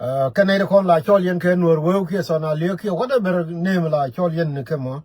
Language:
Nuer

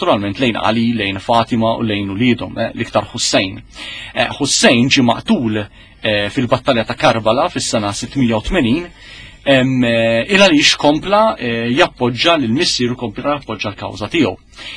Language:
Maltese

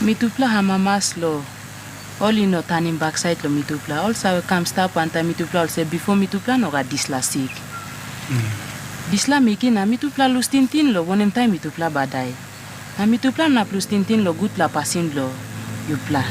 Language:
Tok Pisin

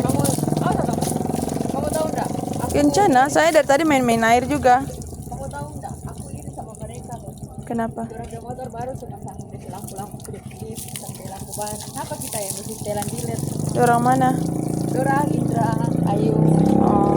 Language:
Manado Malay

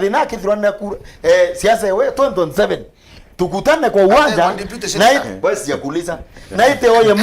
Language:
Meru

